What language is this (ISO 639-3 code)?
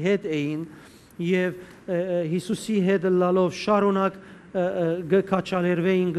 hyw